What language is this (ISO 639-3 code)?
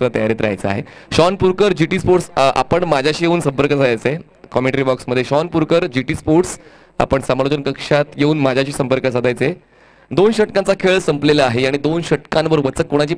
mar